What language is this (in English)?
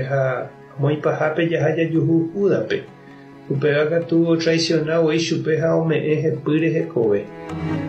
Guarani